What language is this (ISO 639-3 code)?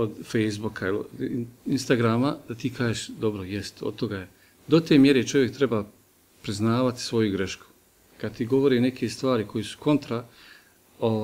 bos